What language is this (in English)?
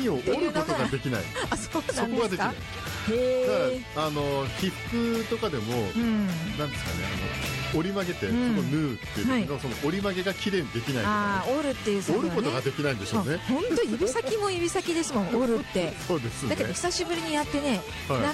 Japanese